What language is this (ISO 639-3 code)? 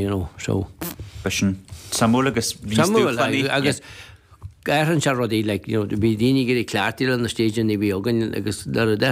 gle